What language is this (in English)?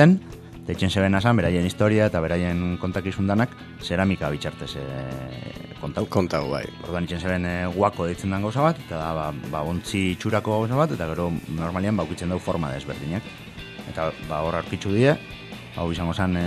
Basque